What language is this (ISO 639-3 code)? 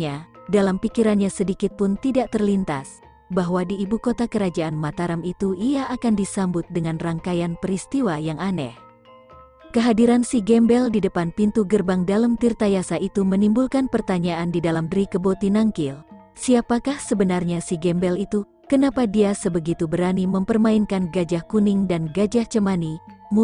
ind